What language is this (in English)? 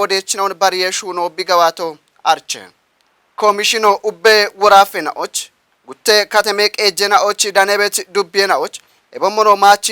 Kafa